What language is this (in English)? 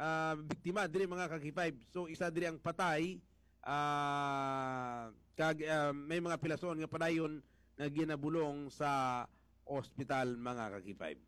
Hiligaynon